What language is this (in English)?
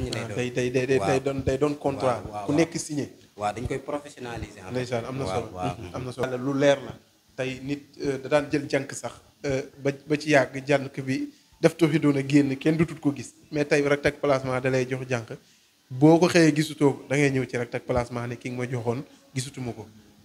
Wolof